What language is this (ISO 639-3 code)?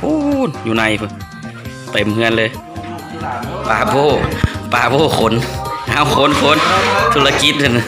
lao